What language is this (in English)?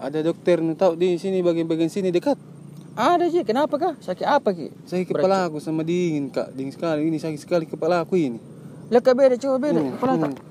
Makassar Malay